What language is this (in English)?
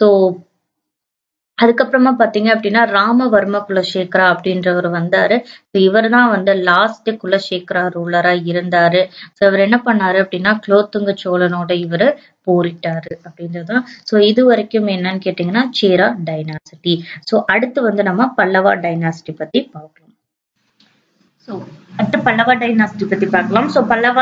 Tamil